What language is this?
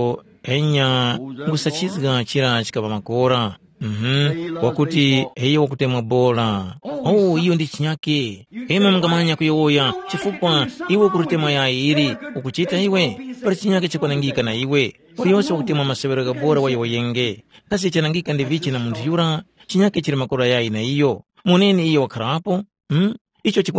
Tumbuka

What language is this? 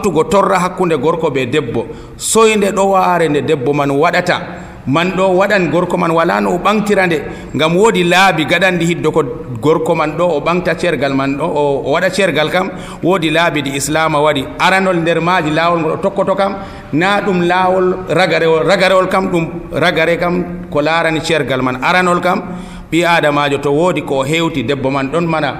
Nigerian Fulfulde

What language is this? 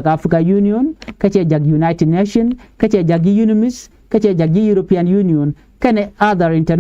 Nuer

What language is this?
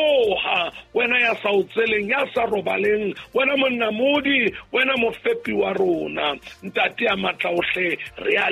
Southern Sotho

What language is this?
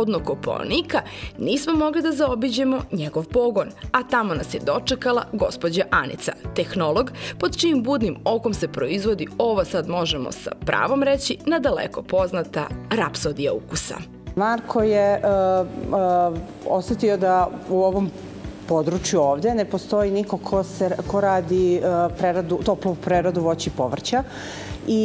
Serbian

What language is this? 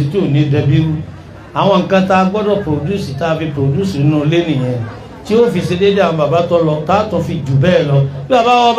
Yoruba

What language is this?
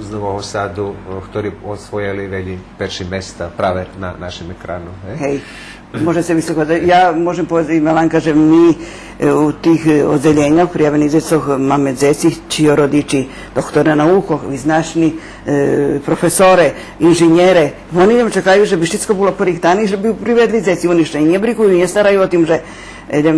Rusyn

